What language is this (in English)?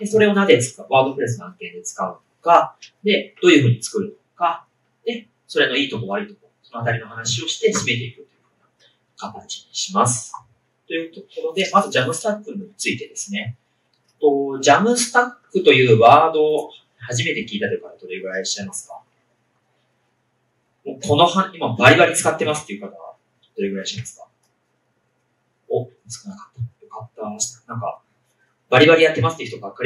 Japanese